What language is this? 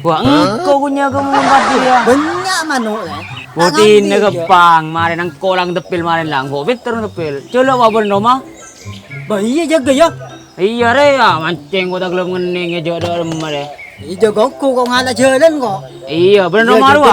Madurese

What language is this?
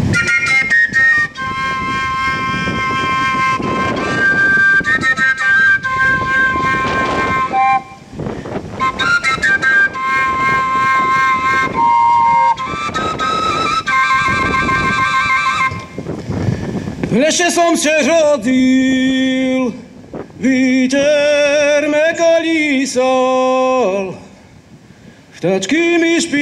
Slovak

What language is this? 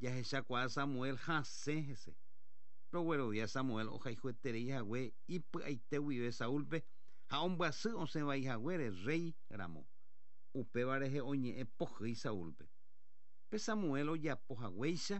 Guarani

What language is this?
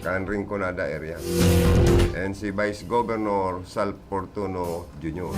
Bikol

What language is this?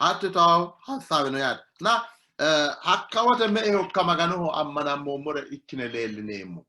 Sidamo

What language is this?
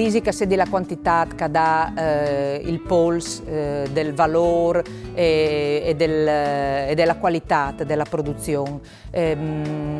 Friulian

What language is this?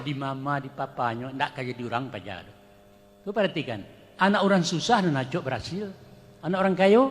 Minangkabau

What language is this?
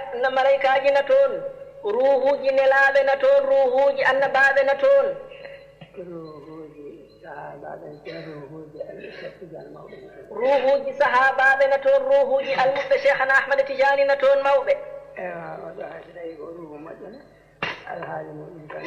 Fula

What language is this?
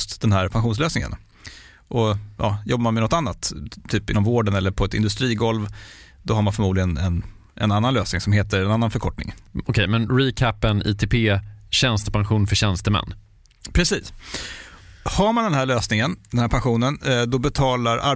Swedish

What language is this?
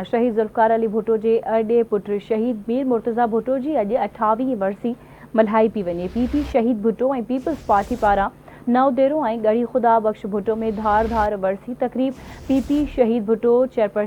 Sindhi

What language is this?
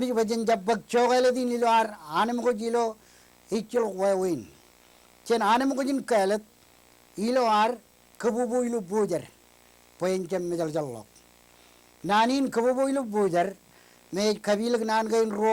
Marshallese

